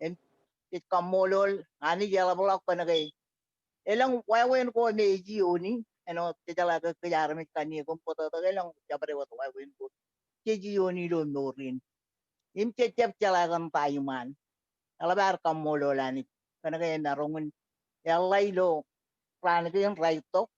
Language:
Marshallese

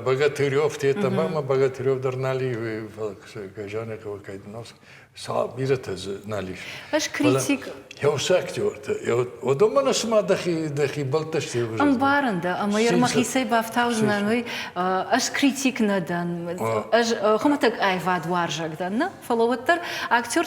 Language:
Ossetic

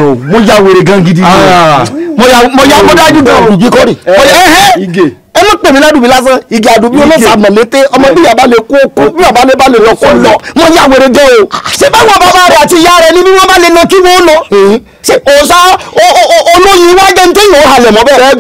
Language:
Yoruba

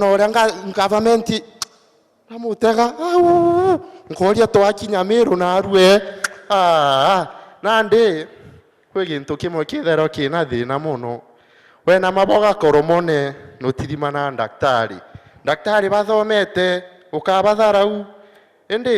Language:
Meru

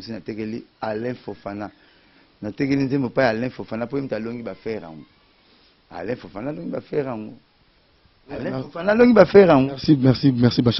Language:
Lingala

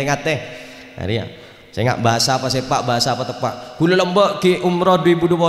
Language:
Madurese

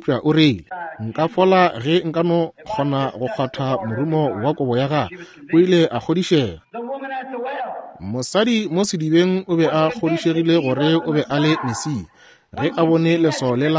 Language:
Northern Sotho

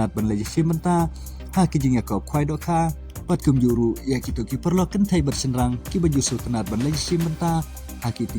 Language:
Khasi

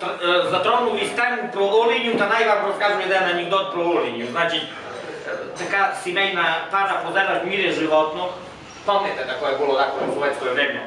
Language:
Rusyn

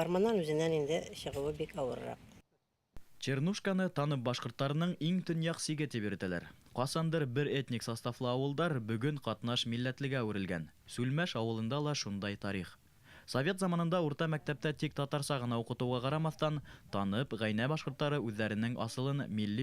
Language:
Bashkir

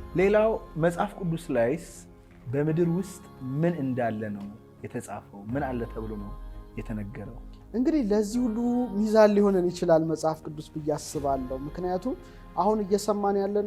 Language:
Amharic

